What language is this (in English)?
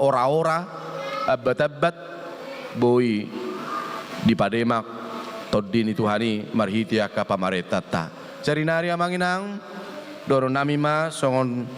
Batak Toba